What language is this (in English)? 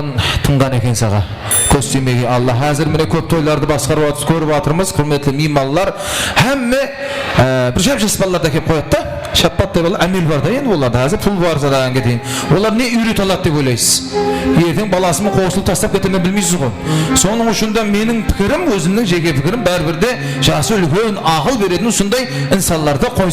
Kara-Kalpak